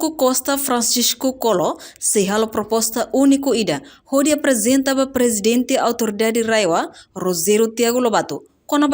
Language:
Tetum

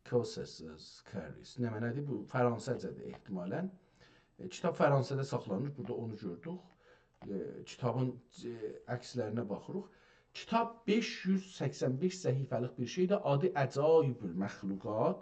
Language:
South Azerbaijani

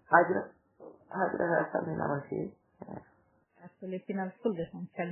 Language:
Fula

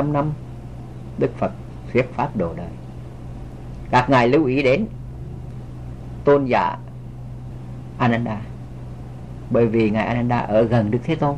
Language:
Vietnamese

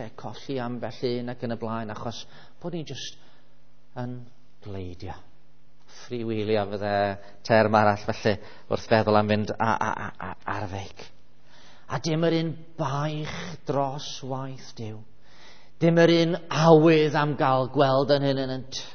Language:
Welsh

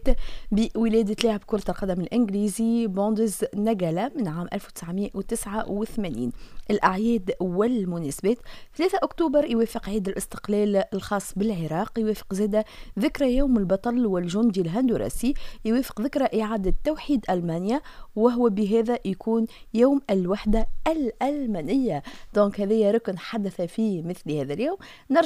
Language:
Tunisian Arabic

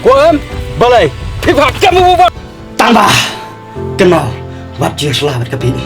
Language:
Khasi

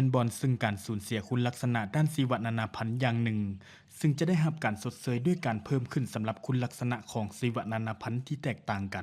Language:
Lao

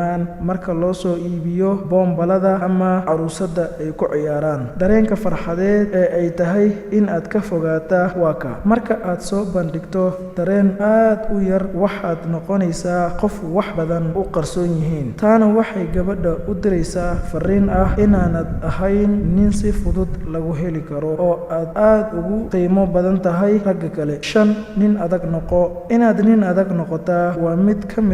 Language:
Somali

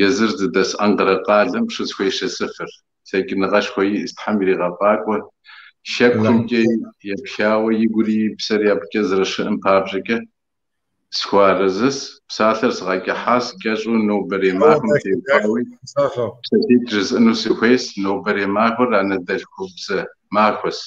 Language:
Kabardian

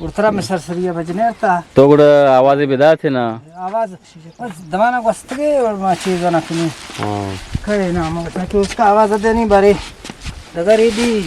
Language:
Eastern Balochi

